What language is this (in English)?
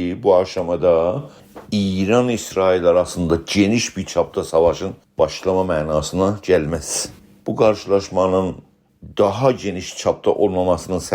South Azerbaijani